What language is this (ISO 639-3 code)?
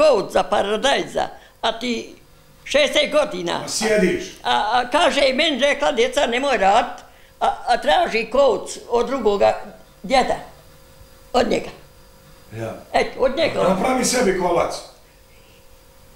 bos